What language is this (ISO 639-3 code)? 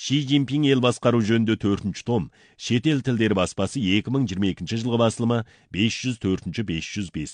kaz